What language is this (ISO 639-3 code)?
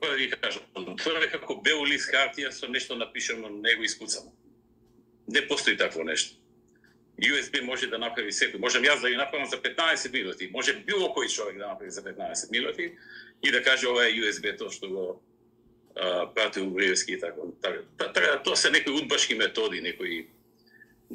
mkd